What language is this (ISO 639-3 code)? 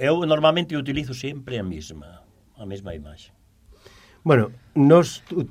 glg